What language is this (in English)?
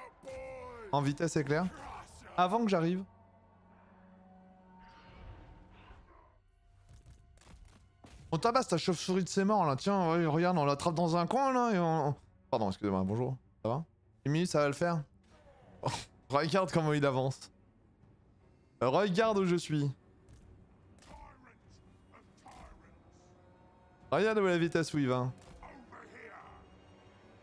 French